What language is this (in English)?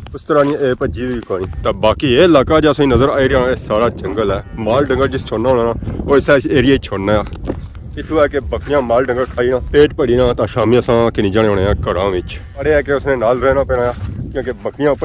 Pahari-Potwari